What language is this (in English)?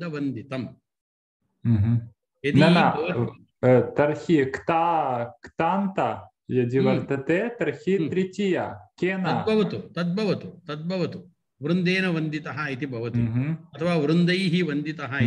Sanskrit